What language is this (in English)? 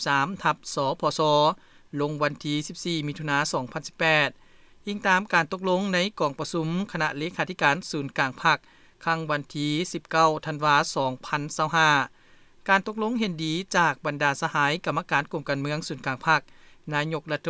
Lao